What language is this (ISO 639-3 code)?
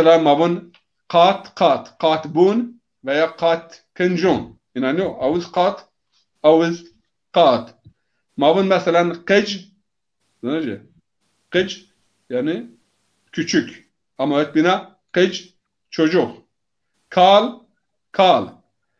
zza